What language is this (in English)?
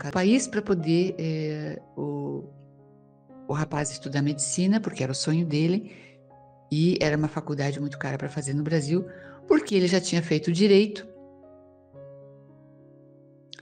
Portuguese